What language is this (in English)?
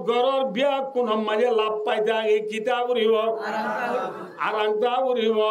Rohingya